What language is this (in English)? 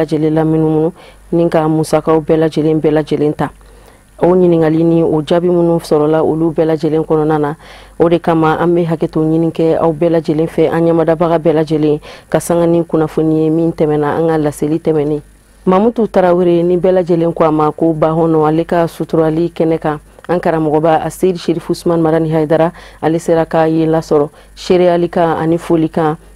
Bambara